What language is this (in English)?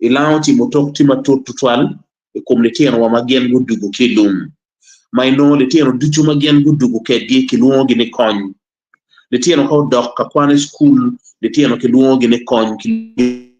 Acoli